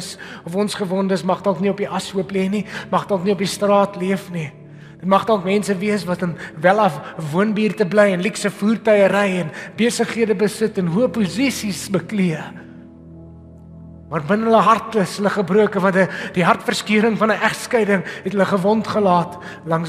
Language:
Afrikaans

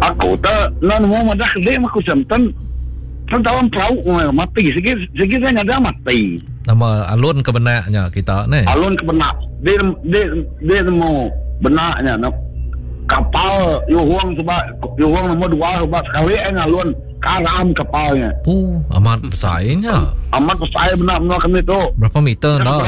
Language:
Iban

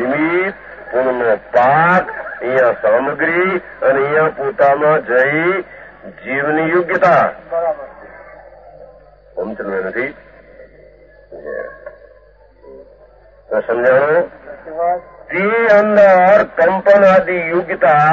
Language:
Gujarati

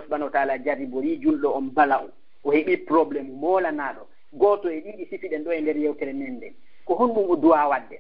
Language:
Fula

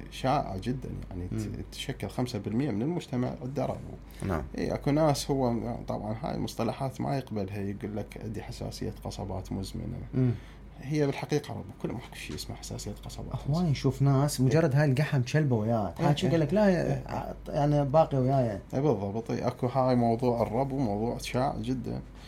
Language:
Mesopotamian Arabic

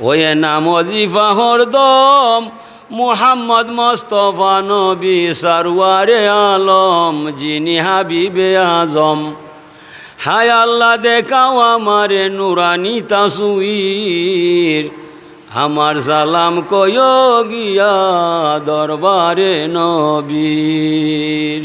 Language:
Sylheti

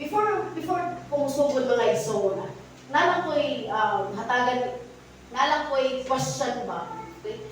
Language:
Cebuano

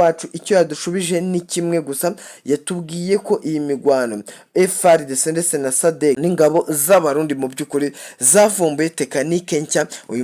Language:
Kinyarwanda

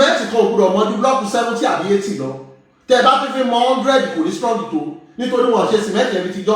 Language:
Yoruba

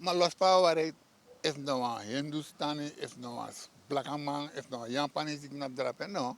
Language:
Sranan Tongo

